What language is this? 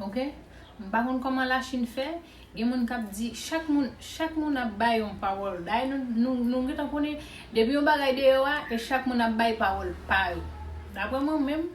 Haitian Creole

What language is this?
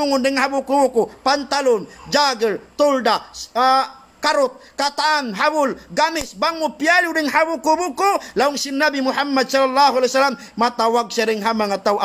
Tausug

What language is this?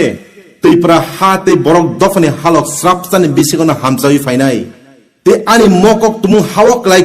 Kok Borok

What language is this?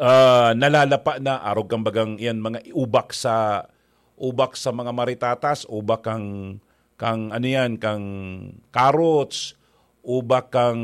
Bikol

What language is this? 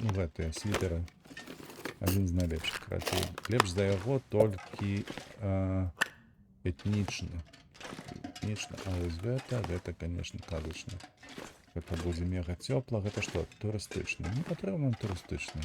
Belarusian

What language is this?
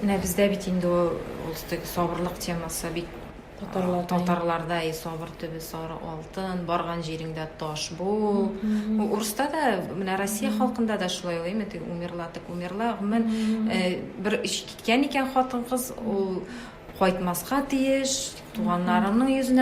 Tatar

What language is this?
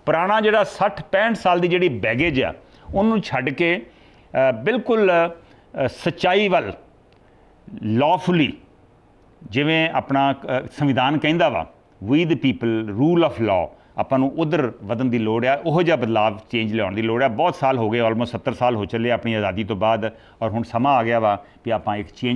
Punjabi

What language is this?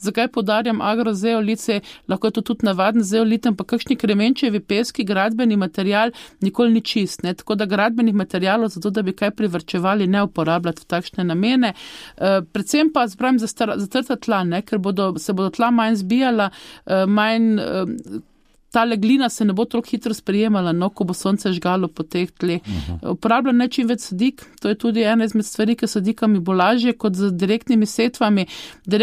Slovenian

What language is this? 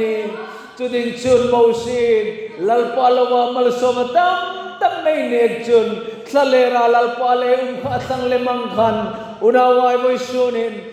Hmar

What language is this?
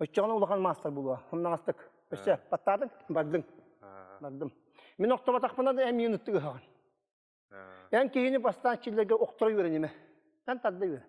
Yakut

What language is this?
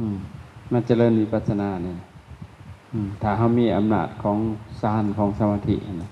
Lao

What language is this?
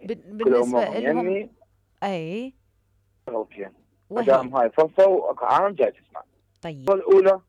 Mesopotamian Arabic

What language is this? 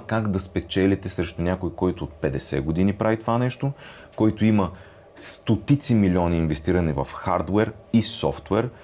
Bulgarian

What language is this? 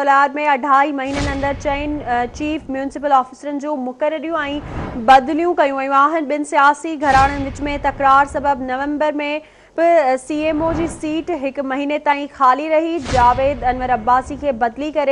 Sindhi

